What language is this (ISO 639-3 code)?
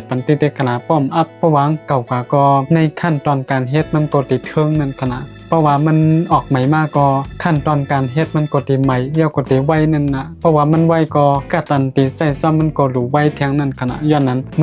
shn